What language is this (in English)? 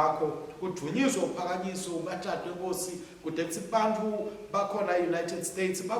Swati